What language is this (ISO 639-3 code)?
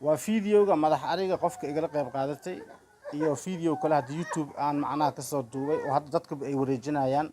som